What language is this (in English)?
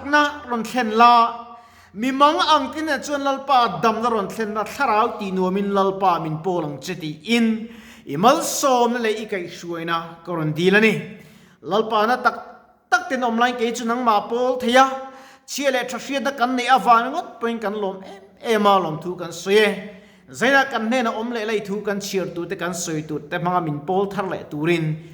Mizo